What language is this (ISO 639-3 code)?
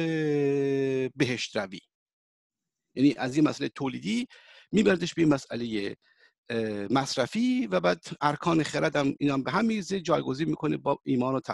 fas